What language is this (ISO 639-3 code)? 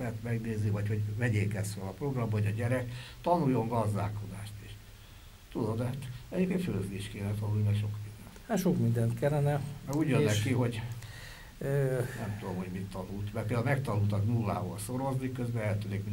hun